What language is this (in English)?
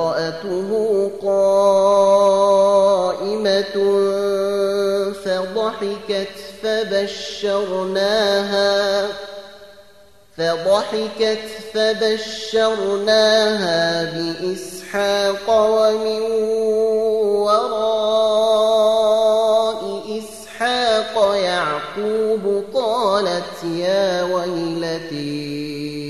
Arabic